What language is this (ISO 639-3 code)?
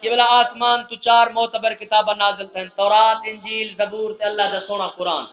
skr